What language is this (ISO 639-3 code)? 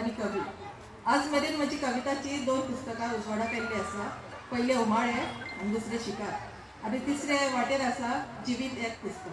kok